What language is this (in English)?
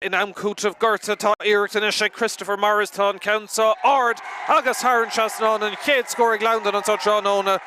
Irish